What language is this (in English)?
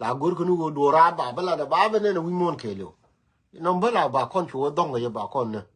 Nuer